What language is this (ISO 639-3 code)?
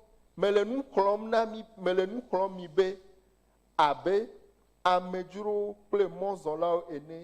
ewe